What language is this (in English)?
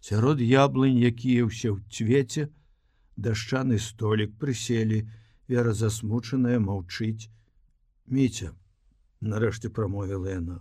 Belarusian